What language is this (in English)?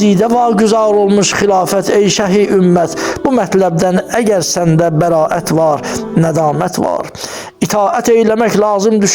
Azerbaijani